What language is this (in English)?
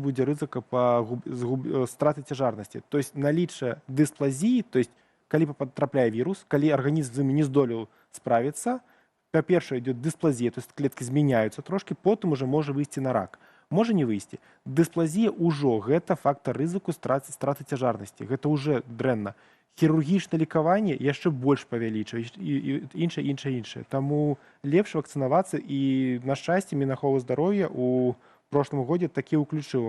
Belarusian